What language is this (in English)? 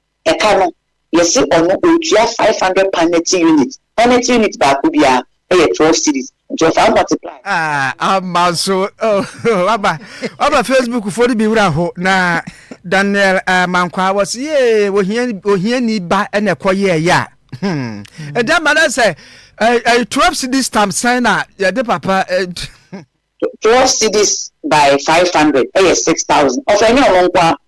Akan